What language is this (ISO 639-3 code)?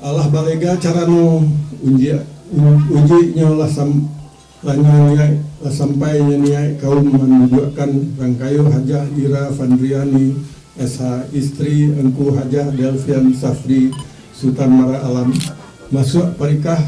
min